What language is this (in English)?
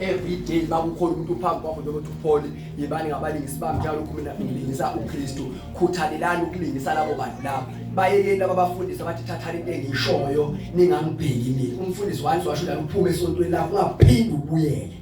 Zulu